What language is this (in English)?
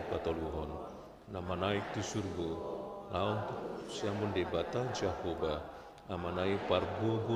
Batak Toba